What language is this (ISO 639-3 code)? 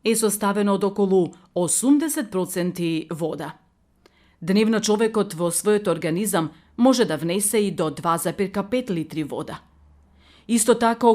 mkd